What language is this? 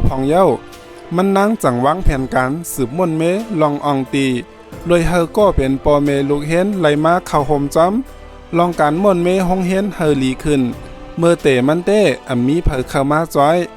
Shan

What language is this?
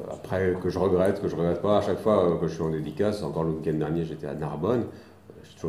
French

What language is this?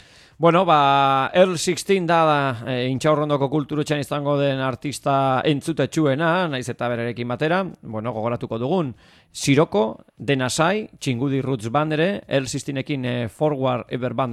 Basque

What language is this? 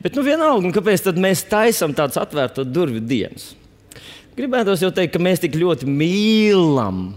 Latvian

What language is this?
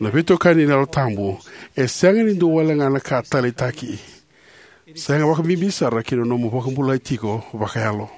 Fijian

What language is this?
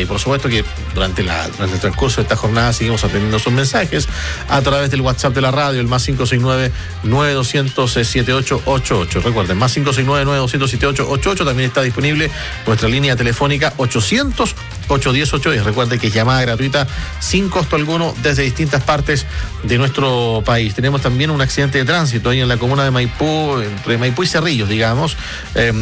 Spanish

